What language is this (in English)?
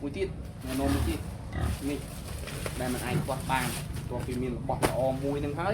Khmer